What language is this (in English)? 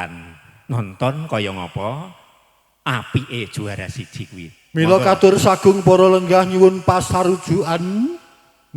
Javanese